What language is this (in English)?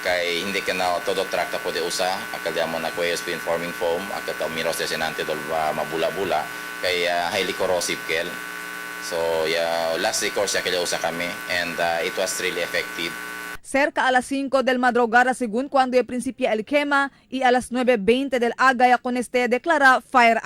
Chavacano